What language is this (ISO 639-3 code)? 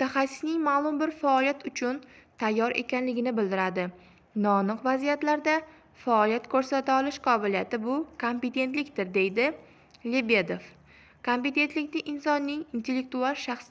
uzb